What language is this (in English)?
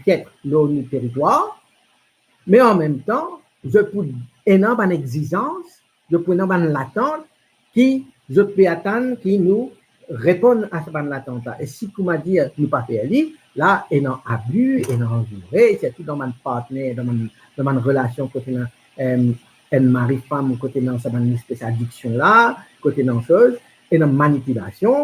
Morisyen